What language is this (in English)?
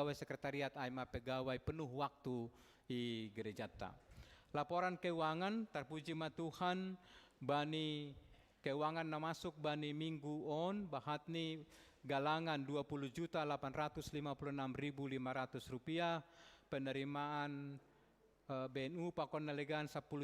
Batak Simalungun